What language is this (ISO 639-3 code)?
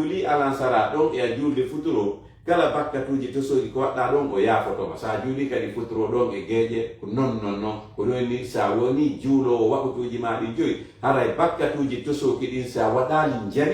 ful